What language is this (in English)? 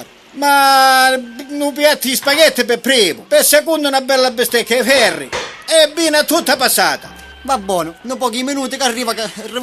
Sicilian